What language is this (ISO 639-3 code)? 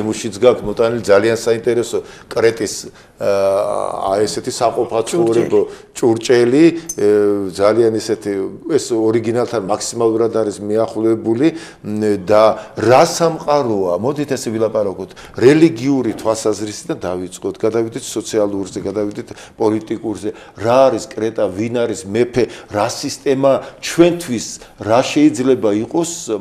kat